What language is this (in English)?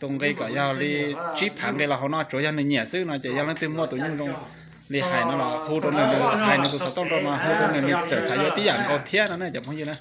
Hmong